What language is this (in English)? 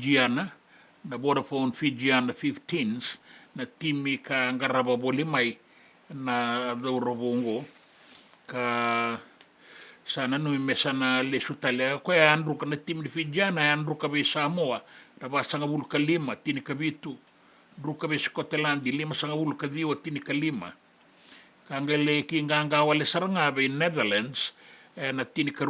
Fijian